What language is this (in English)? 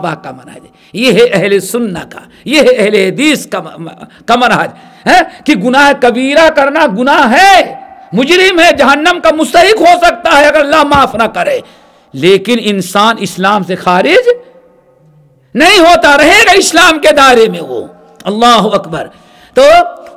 Urdu